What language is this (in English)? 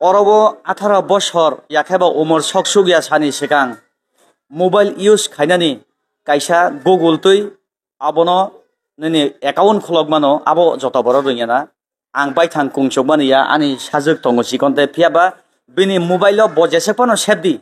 Kok Borok